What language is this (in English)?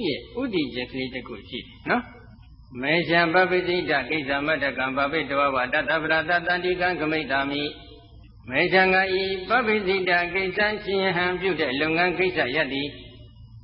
Burmese